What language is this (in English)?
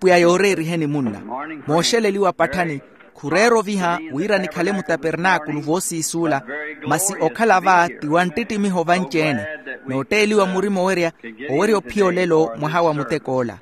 Makhuwa